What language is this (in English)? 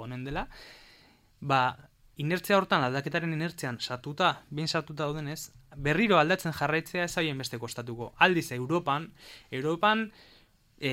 Basque